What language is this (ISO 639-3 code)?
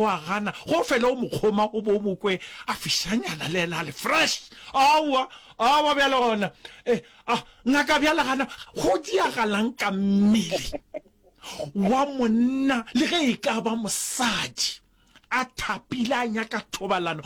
nso